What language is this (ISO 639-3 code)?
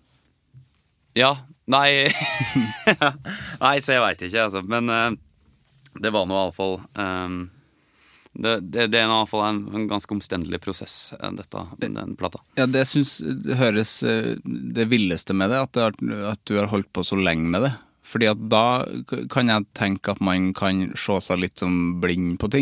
nor